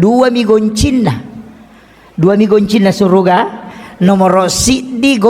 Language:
Buginese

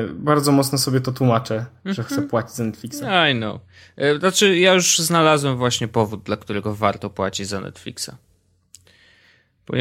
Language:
Polish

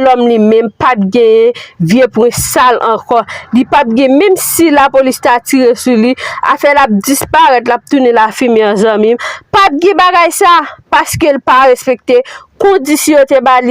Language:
Haitian Creole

